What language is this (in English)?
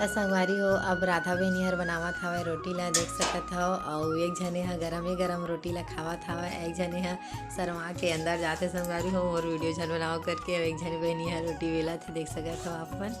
Chhattisgarhi